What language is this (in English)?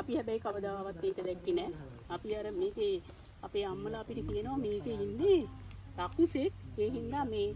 Sinhala